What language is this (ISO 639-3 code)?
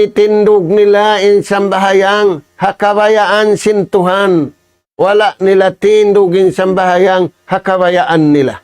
tsg